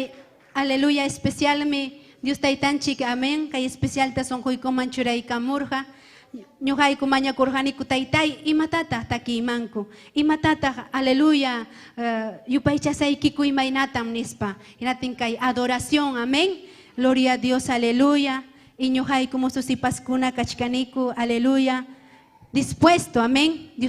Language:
Ayacucho Quechua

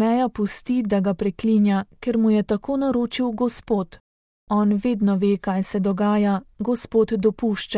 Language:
Slovenian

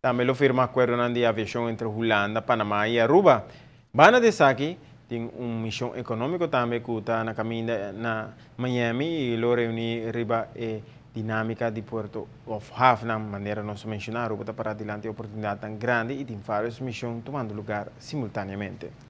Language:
Papiamento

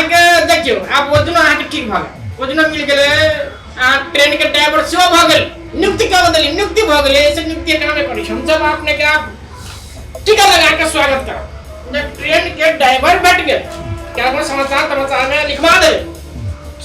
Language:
Maithili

